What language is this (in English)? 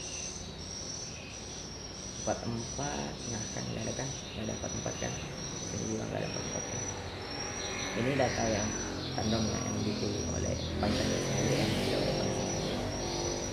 Indonesian